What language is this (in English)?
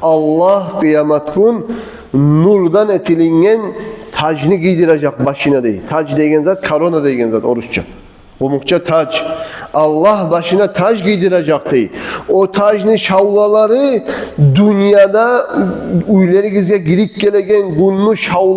Kumyk